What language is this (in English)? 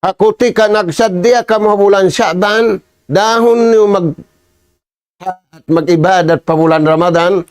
Tausug